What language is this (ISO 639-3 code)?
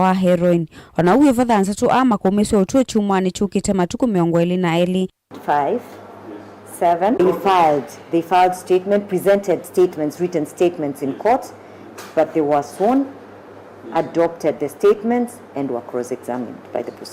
kam